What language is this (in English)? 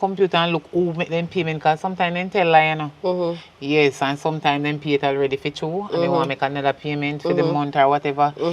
Jamaican Creole English